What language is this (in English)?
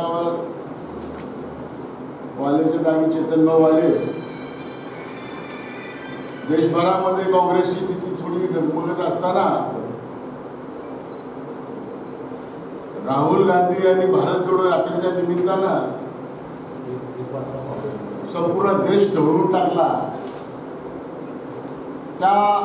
Marathi